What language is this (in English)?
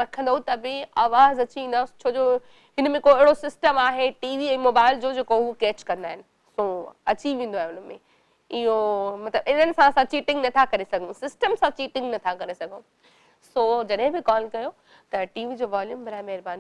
Sindhi